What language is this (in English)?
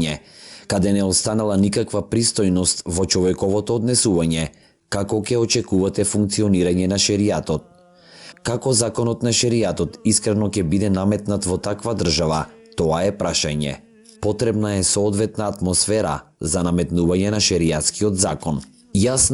Macedonian